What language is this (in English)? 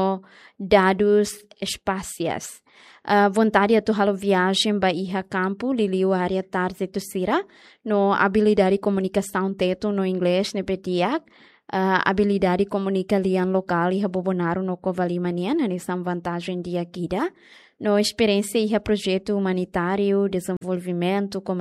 Tetum